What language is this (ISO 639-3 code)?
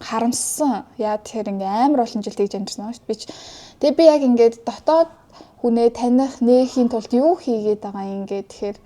mon